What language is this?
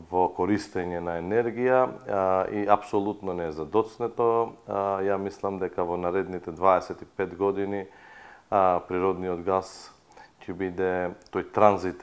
Macedonian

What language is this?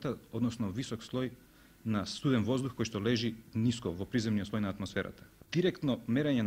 Macedonian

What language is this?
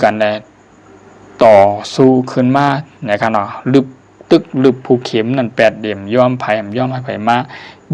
Shan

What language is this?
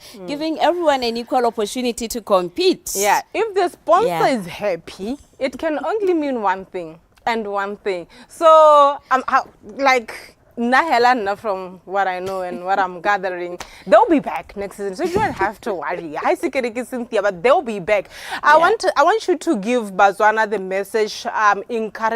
Tswana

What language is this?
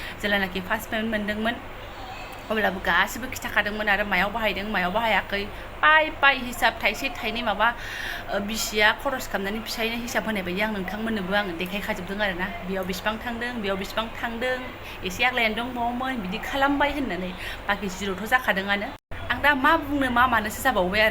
Bodo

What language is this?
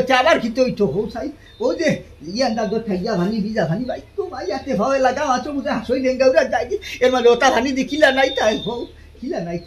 Sylheti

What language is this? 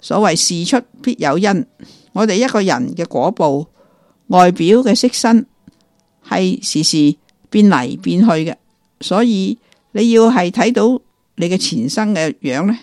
Cantonese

